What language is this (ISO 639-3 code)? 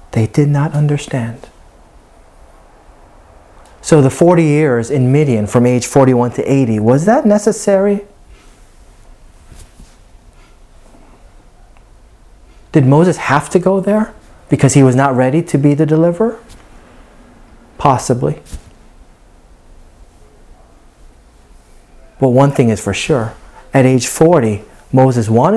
eng